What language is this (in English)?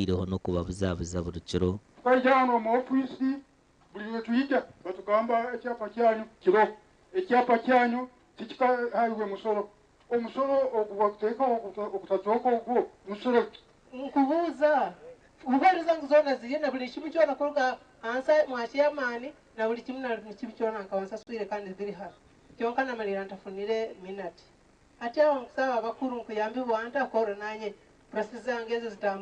Nyankole